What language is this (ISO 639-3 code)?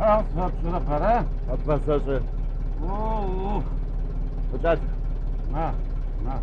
ady